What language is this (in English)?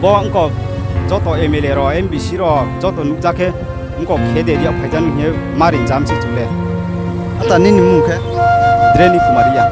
Riang (India)